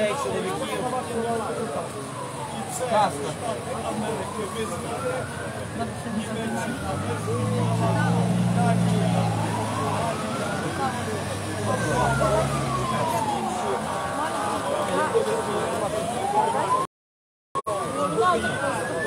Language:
Ukrainian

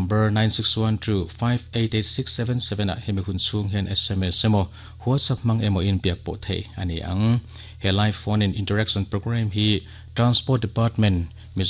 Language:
Mizo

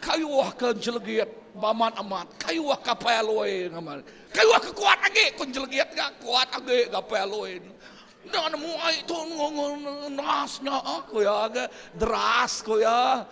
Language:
Iban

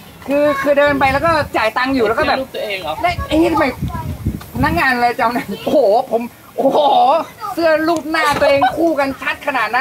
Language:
Thai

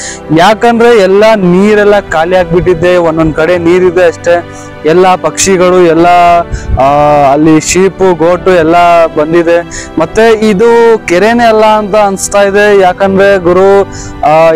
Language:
Kannada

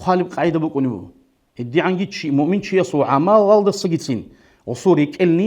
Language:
Avaric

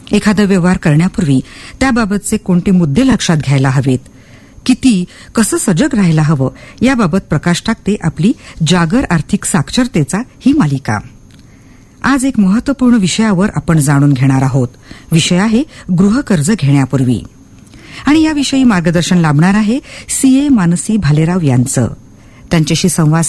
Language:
Marathi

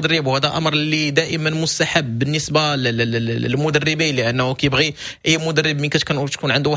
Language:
Moroccan Arabic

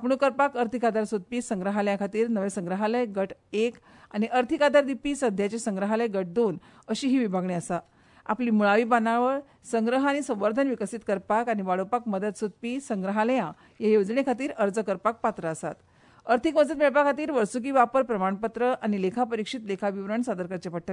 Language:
Konkani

